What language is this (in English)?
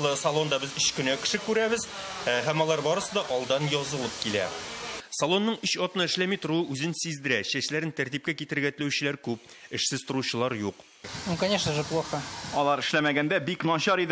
Tatar